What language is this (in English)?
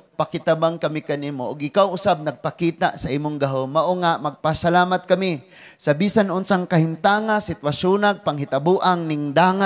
Cebuano